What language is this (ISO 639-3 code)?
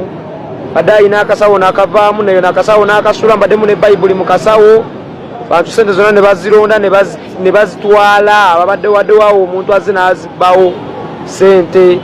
lug